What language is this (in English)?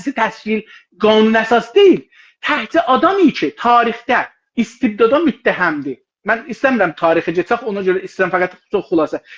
South Azerbaijani